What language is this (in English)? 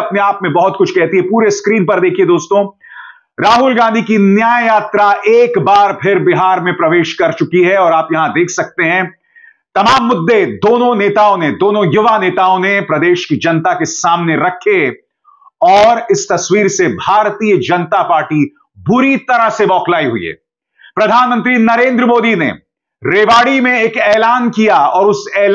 Hindi